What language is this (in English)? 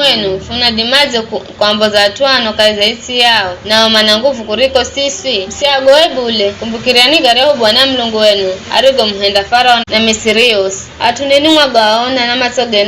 Giryama